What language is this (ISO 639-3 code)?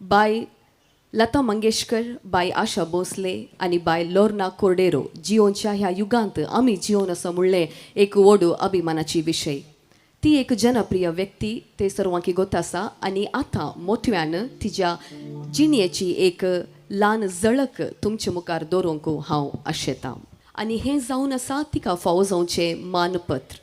kok